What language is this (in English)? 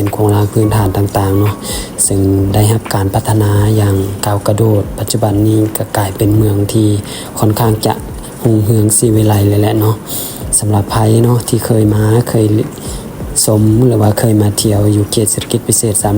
Lao